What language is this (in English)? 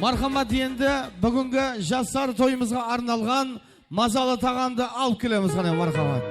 Kara-Kalpak